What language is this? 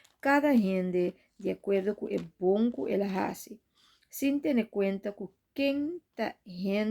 Papiamento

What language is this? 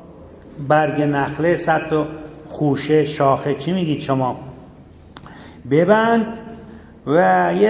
Persian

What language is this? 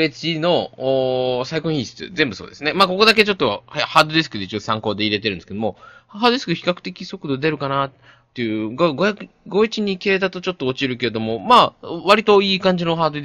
Japanese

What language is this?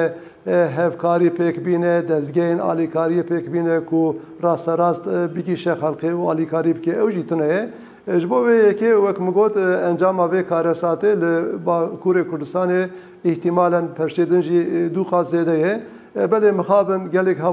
Kurdish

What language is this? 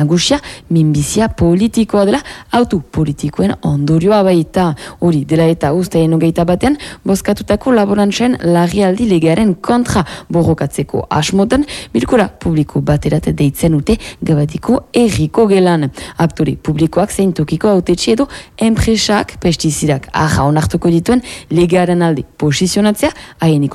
Basque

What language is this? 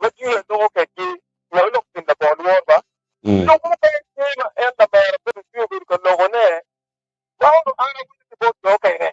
Acoli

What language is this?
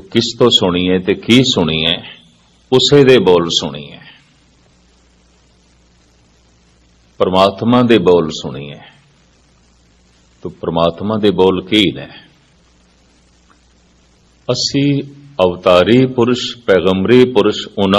Punjabi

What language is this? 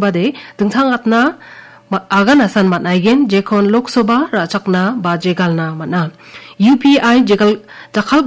Garo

